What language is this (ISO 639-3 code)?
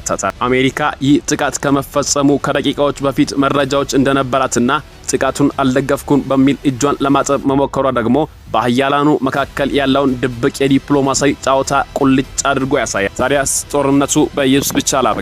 amh